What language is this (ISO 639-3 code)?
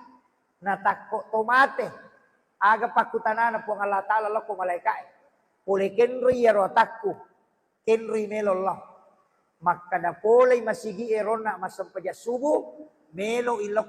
bug